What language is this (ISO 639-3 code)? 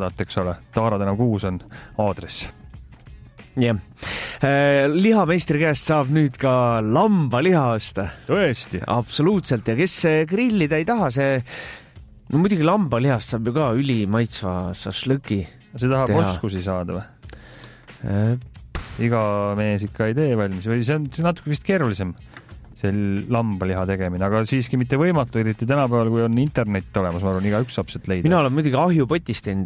est